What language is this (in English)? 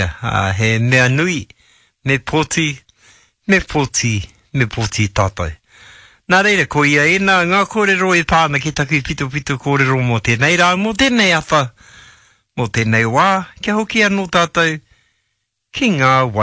Māori